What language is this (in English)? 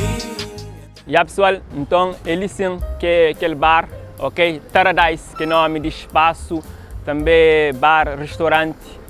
Kabuverdianu